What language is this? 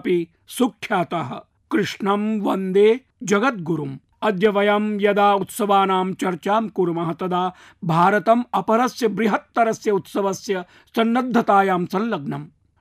Sanskrit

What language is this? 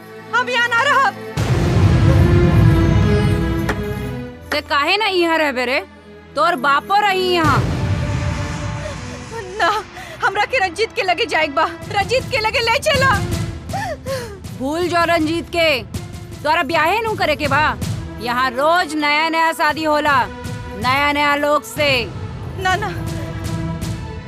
Bhojpuri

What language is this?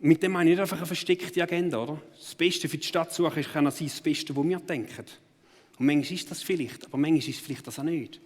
Swiss German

